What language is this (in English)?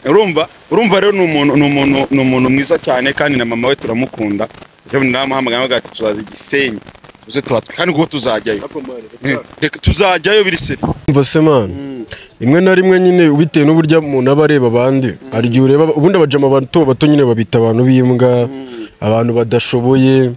Kinyarwanda